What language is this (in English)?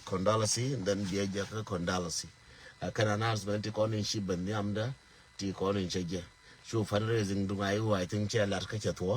Nuer